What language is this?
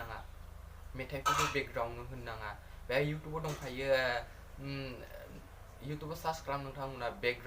Bodo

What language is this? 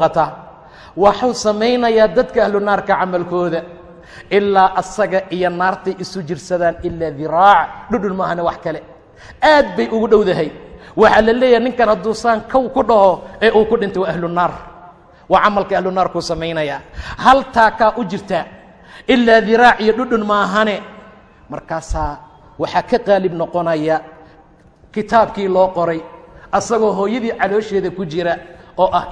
Somali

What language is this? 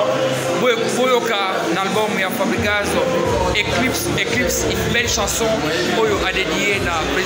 French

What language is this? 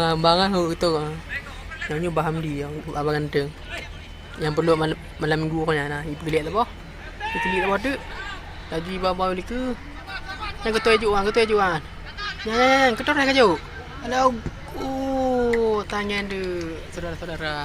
Achinese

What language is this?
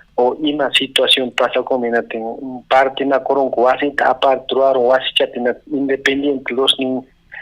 Ayacucho Quechua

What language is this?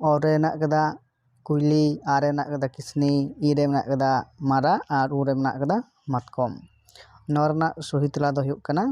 Santali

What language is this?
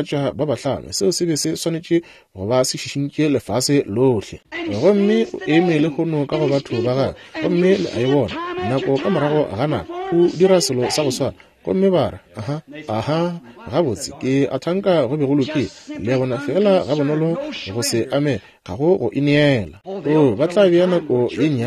Northern Sotho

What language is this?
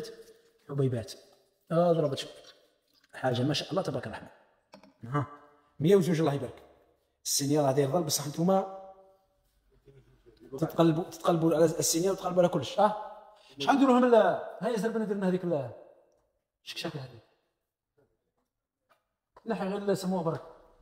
Algerian Arabic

